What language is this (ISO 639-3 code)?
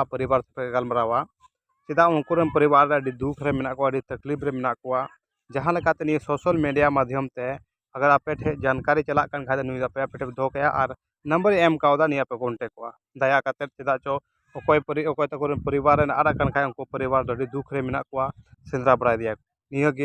sat